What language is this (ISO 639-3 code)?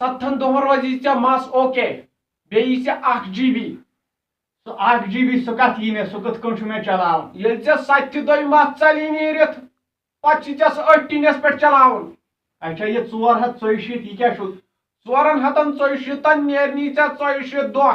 kas